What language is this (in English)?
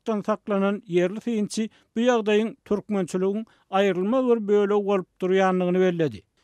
Turkmen